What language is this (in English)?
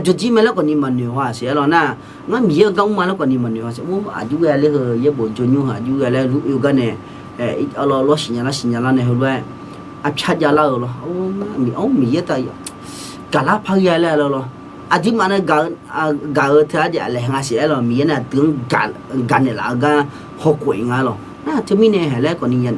Akha